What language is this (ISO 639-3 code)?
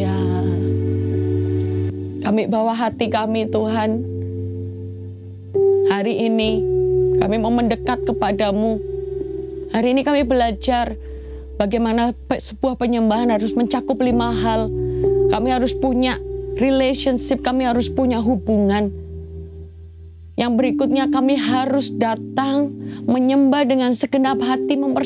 ind